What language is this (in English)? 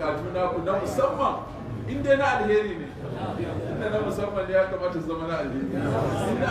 Hausa